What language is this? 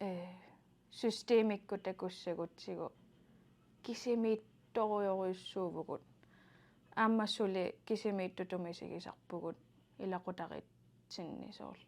Kalaallisut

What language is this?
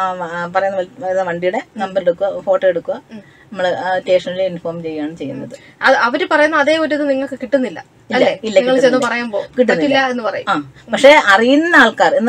Malayalam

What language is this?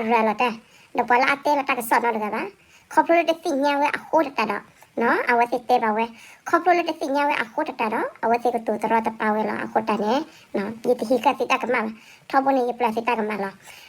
S'gaw Karen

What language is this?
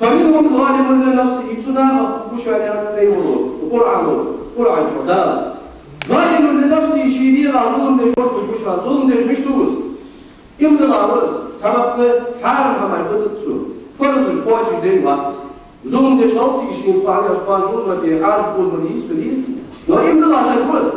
Ingush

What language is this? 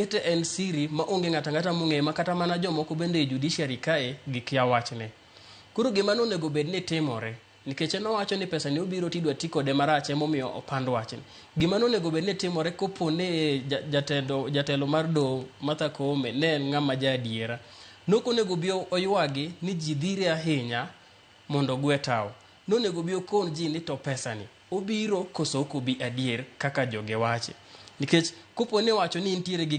Luo (Kenya and Tanzania)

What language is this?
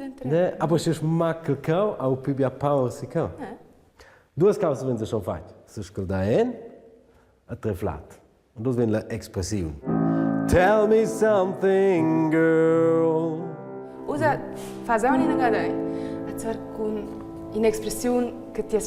Romansh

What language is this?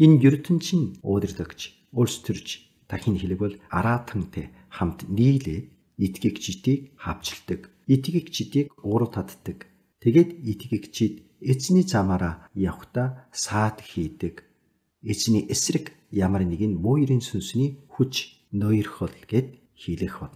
Mongolian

